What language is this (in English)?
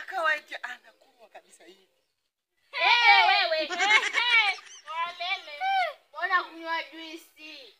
Swahili